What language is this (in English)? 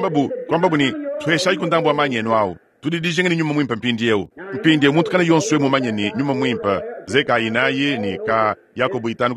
Luba-Lulua